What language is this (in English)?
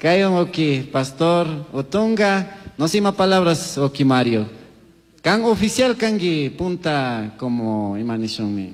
Chimborazo Highland Quichua